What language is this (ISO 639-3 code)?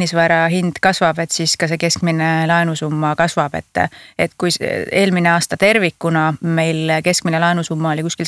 est